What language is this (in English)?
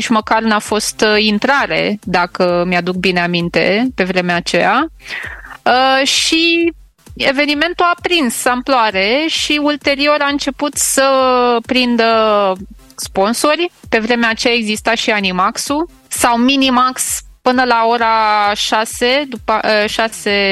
Romanian